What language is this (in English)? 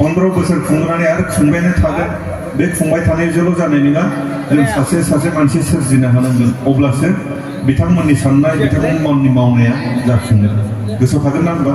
Bodo